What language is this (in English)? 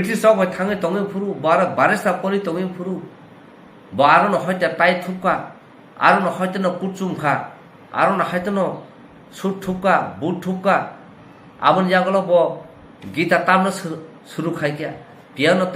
Kok Borok